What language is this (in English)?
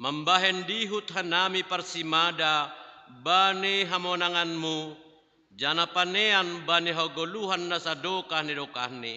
Batak Simalungun